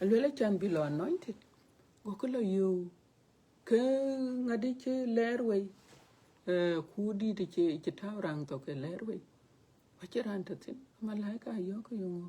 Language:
Dinka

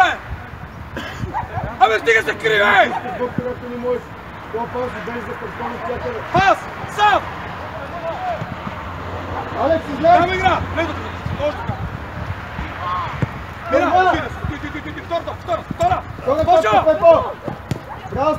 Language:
Bulgarian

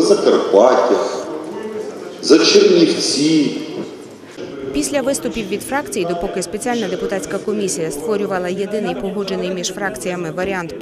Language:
Ukrainian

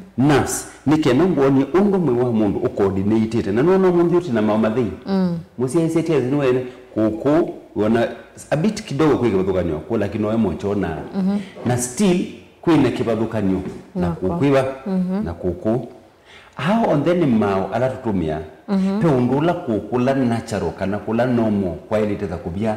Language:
Kamba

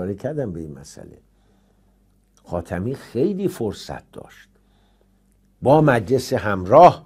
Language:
Persian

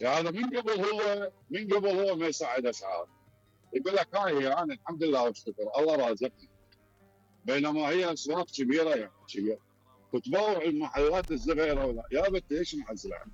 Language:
Mesopotamian Arabic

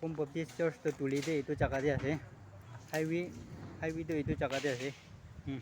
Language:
Naga Pidgin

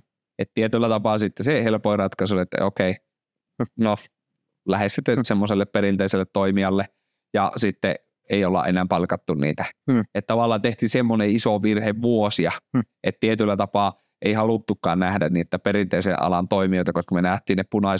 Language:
Finnish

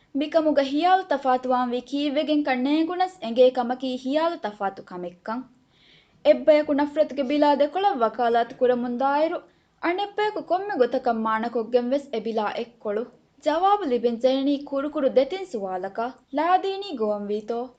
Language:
Divehi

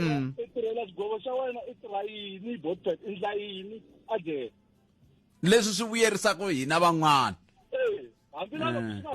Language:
Tsonga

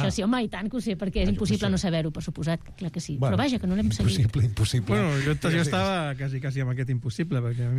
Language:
Catalan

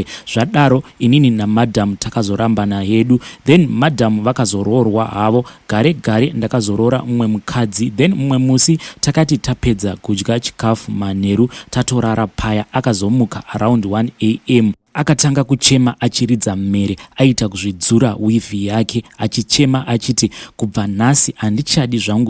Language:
Shona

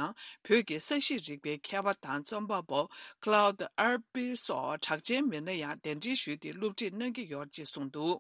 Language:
Tibetan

